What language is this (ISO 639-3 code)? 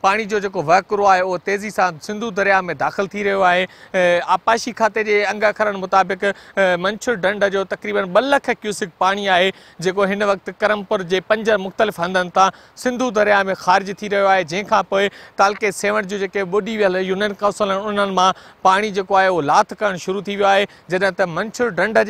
snd